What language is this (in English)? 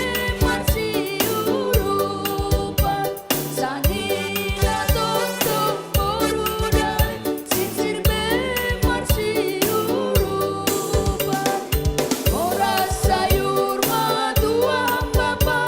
Batak Simalungun